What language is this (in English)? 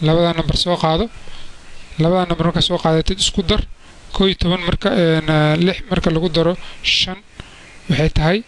Somali